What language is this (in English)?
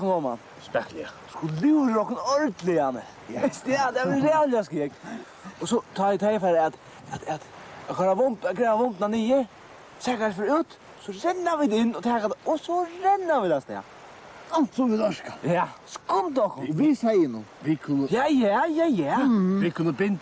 Faroese